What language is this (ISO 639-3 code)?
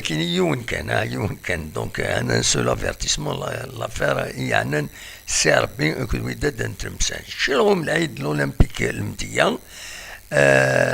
kab